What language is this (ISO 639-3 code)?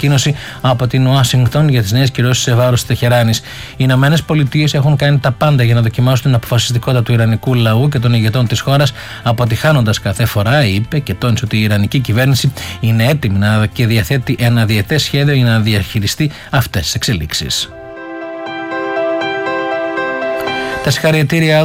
ell